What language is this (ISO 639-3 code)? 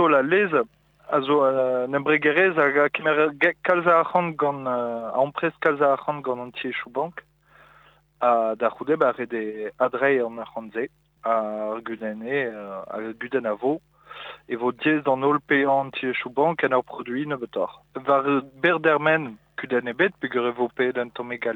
bre